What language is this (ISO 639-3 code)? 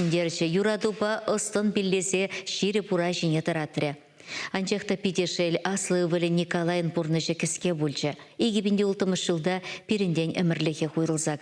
chv